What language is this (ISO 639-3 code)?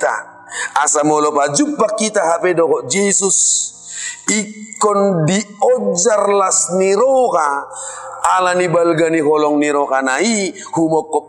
bbc